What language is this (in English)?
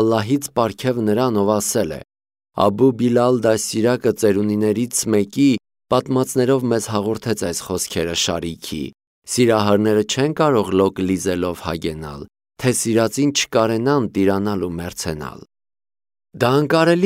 Armenian